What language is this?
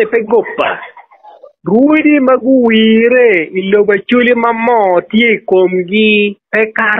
Acoli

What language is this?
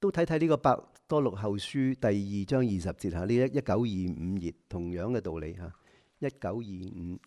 Cantonese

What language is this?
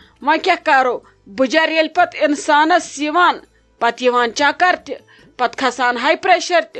Kashmiri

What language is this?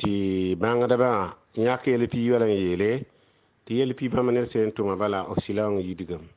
Mossi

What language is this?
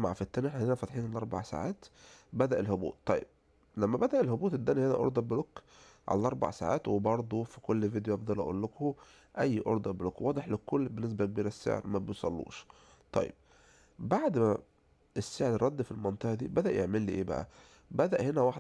Egyptian Arabic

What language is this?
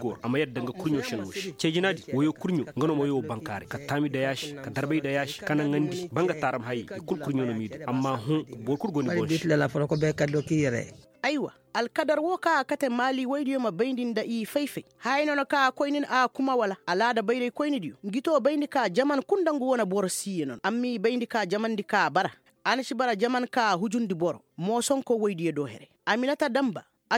Koyraboro Senni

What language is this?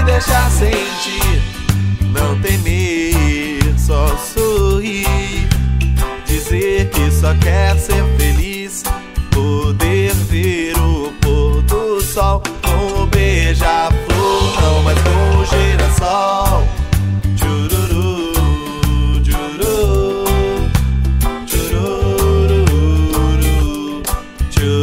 Portuguese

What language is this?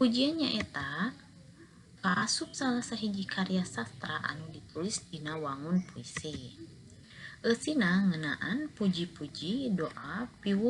Sundanese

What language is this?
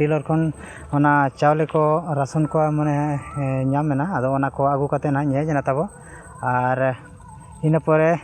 Santali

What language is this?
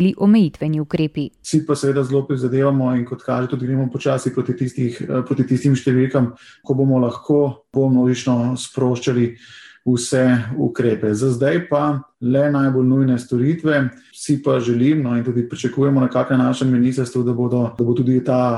Slovenian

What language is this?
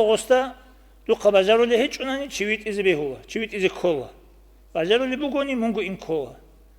Avaric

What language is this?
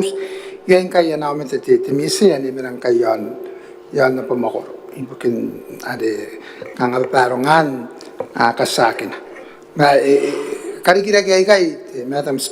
Gilbertese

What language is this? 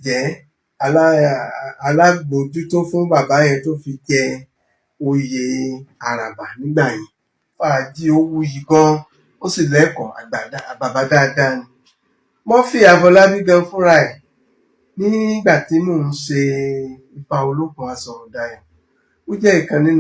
Yoruba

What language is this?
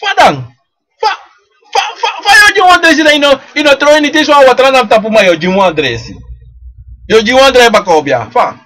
Sranan Tongo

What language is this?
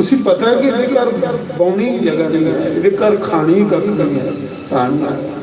Dogri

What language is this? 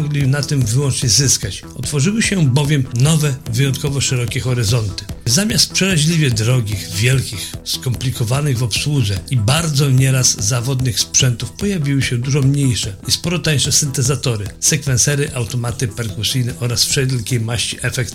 Polish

